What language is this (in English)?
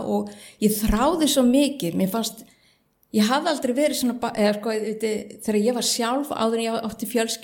Icelandic